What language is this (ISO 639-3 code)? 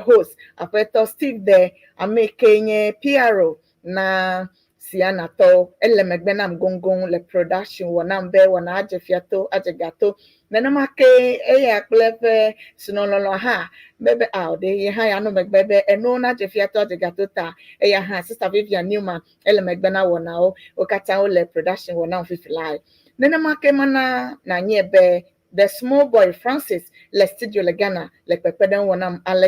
ewe